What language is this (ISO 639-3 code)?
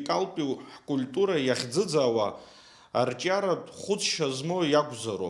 abk